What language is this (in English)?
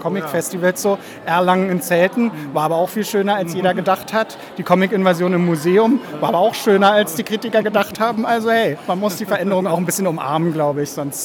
German